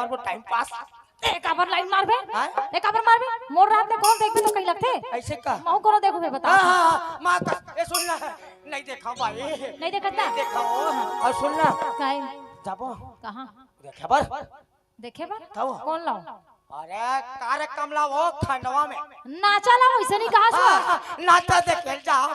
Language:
Chhattisgarhi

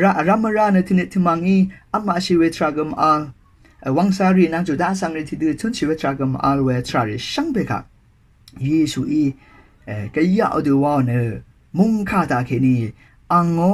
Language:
Rawang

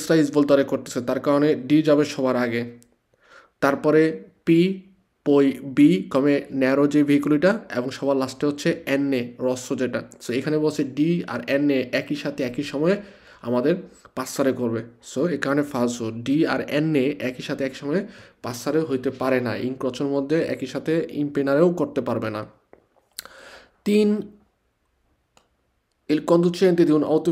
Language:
Bangla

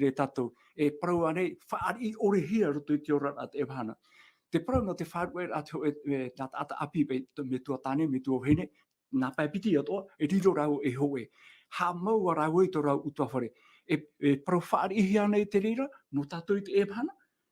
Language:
Tahitian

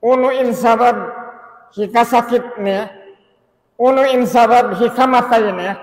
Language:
Tausug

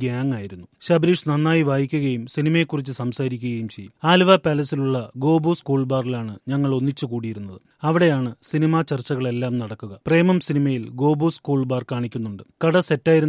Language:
Malayalam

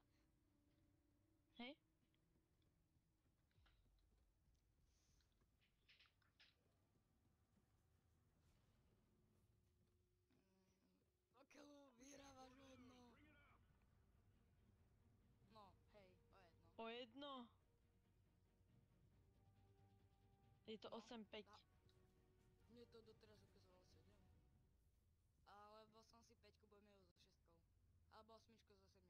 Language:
Slovak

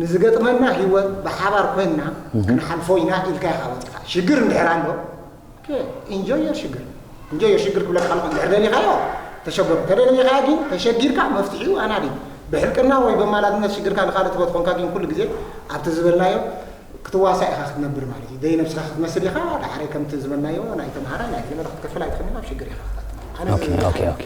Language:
Tigrinya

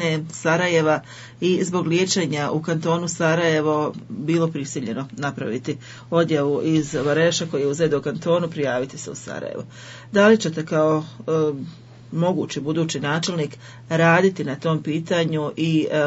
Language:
Bosnian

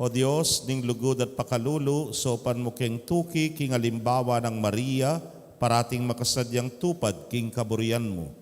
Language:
Pampanga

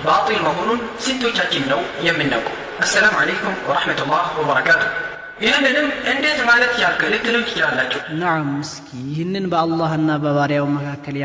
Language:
Amharic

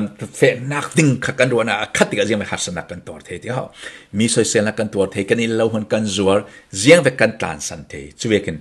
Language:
Falam Chin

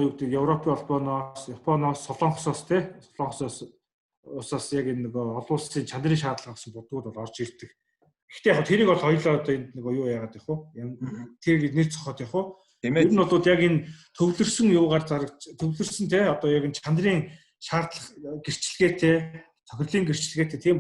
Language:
Mongolian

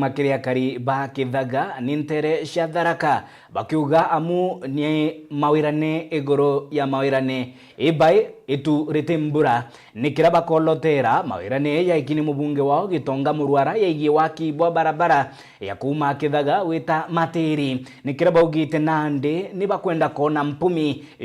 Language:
Meru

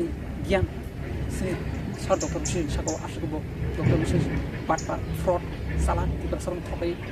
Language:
Kok Borok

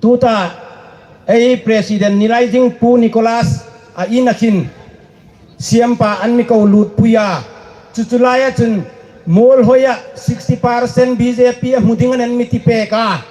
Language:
Hmar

